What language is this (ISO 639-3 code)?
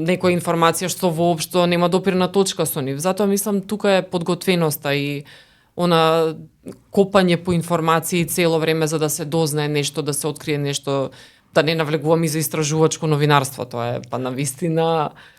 mkd